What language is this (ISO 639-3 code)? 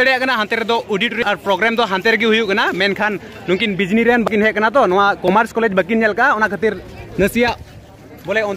sat